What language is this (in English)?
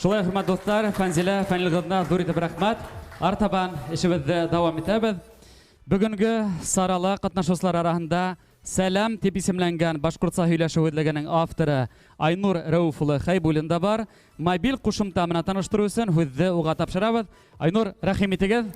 Bashkir